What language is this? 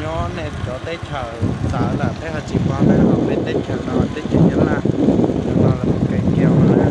Hmong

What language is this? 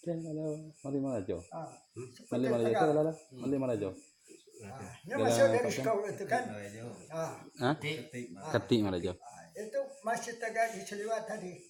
Minangkabau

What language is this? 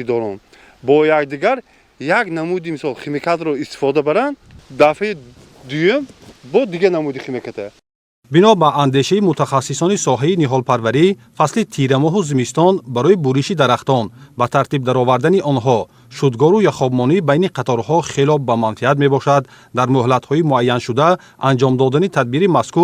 Tajik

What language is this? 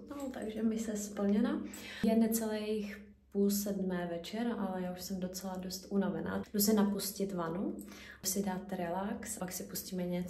Czech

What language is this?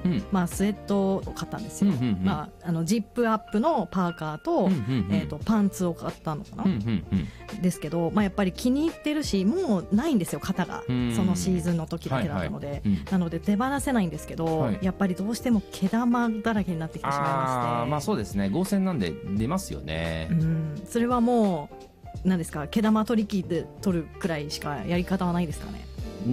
Japanese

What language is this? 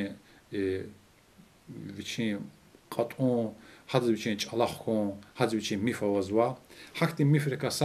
Lezghian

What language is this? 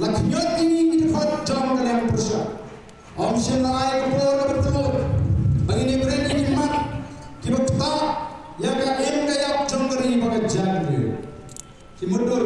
Khasi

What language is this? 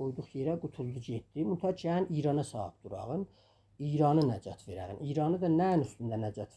South Azerbaijani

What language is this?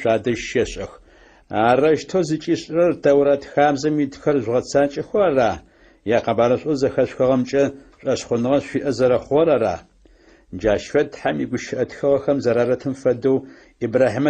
Adyghe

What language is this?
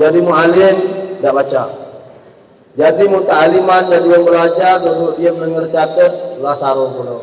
Musi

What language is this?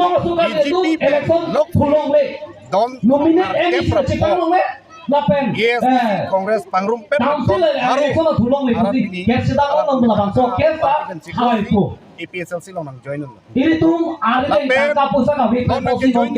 Karbi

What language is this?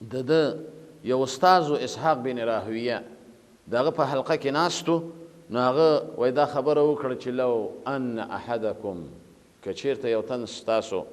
Pashto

